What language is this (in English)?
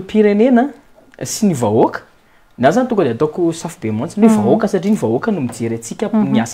Malagasy